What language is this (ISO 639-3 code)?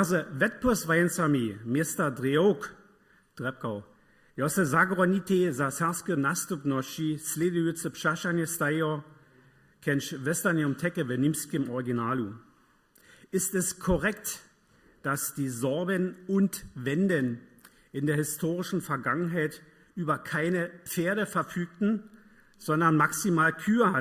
hsb